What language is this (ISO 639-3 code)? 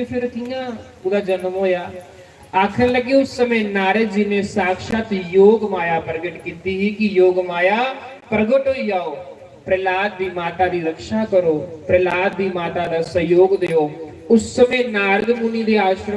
doi